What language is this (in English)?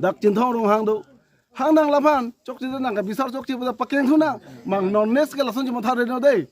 Karbi